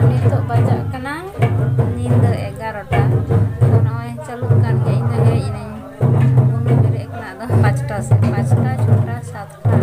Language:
Santali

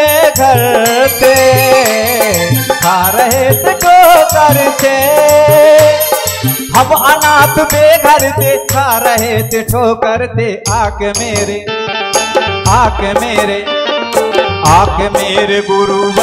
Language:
Hindi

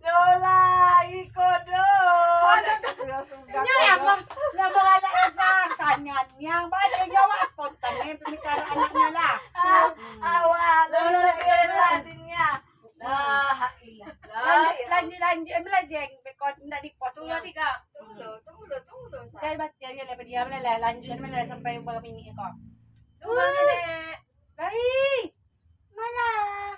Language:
Minangkabau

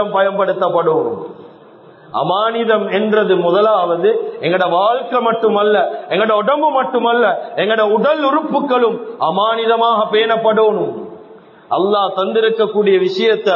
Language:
Tamil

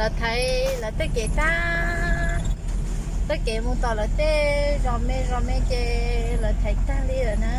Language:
Hmong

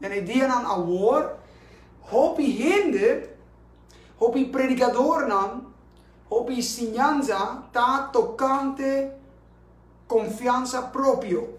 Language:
Papiamento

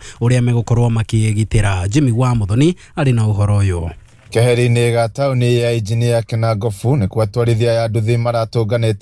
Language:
Kikuyu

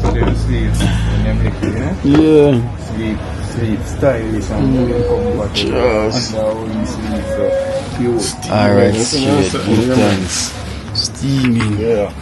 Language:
Jamaican Creole English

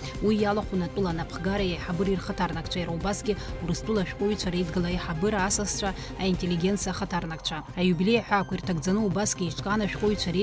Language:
Abkhazian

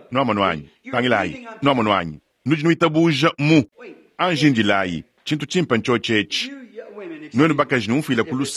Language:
Luba-Lulua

